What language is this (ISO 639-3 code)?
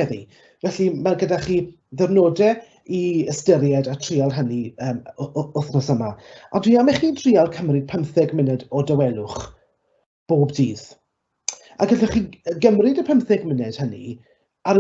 cym